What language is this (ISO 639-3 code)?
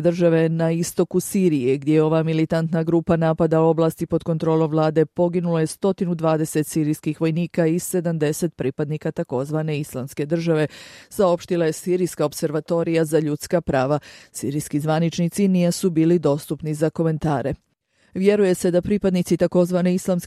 bos